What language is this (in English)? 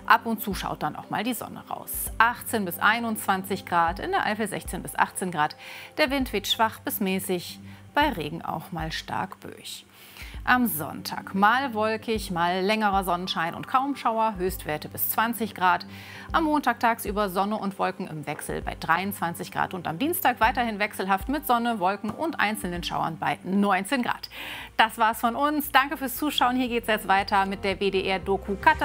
German